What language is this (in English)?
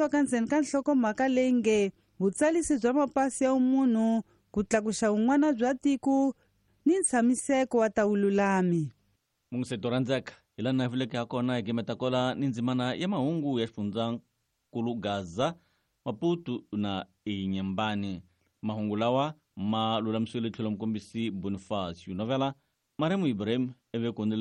Tsonga